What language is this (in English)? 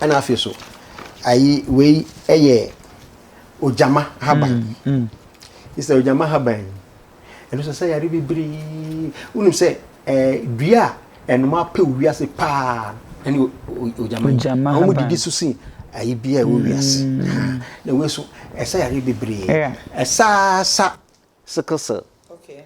Akan